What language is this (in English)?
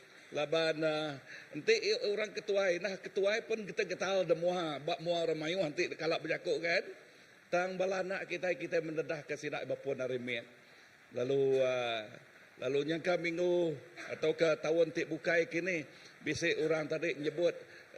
Iban